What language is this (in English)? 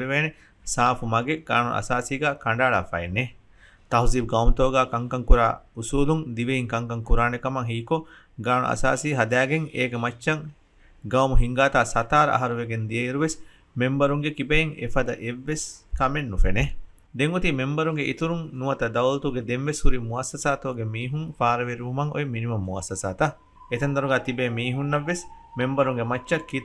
Divehi